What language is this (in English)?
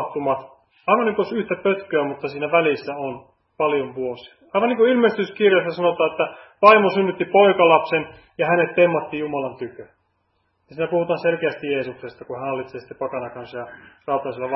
Finnish